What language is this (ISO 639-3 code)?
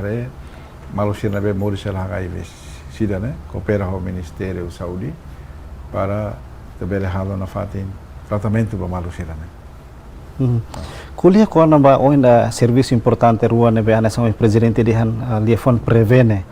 tet